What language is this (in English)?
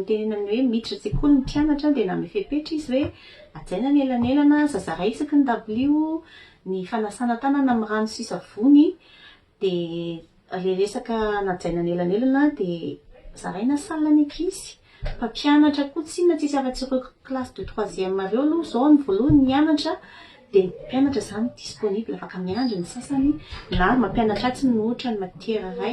Malagasy